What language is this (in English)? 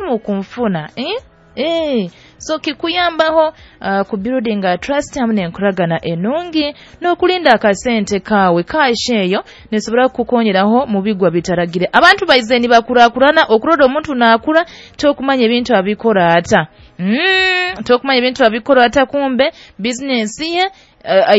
Nyoro